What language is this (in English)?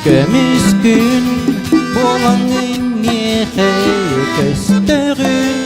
Yakut